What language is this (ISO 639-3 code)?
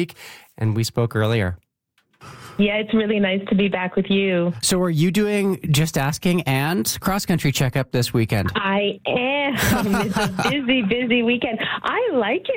eng